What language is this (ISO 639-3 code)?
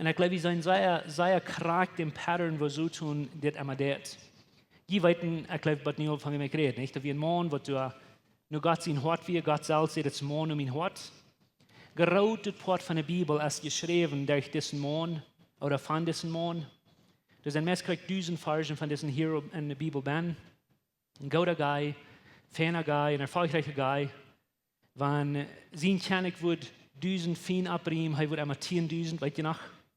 pdt